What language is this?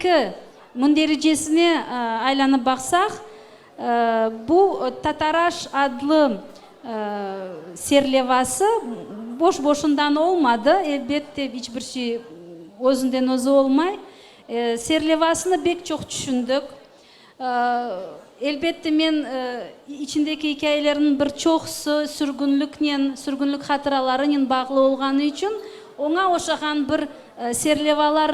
Crimean Tatar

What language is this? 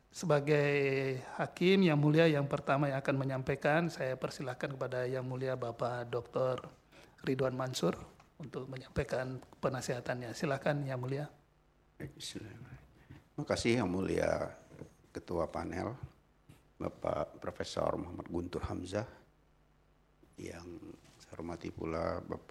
Indonesian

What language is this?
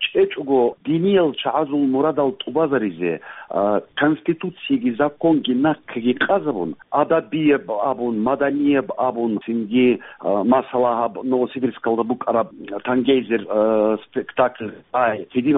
Avaric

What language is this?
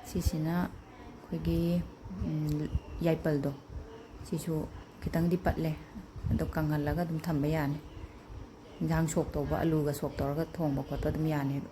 Manipuri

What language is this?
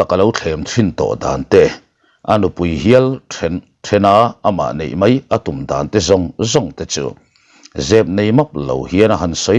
Mizo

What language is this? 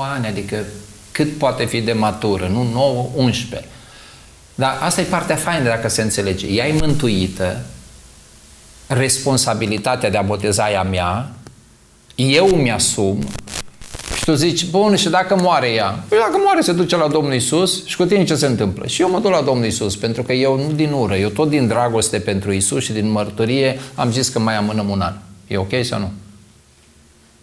Romanian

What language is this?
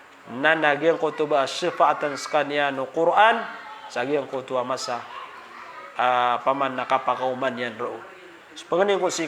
Maranao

